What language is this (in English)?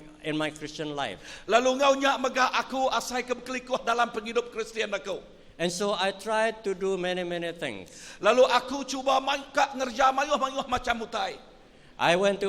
Iban